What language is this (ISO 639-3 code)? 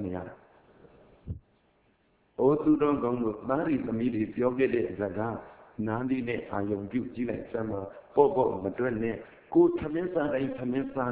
mya